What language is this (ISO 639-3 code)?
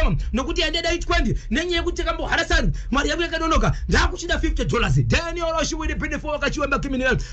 sna